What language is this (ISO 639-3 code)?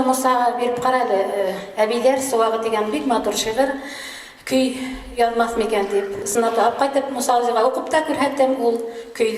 bak